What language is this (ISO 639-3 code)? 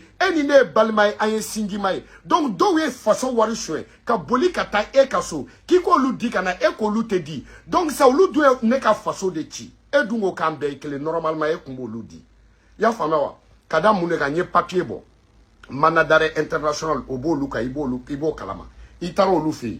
bam